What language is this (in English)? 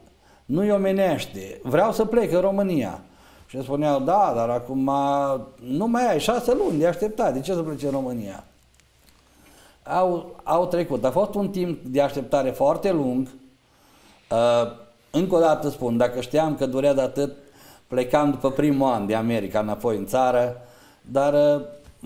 Romanian